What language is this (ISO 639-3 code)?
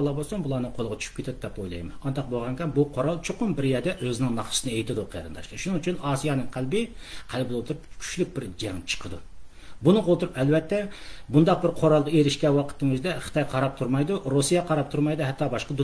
uig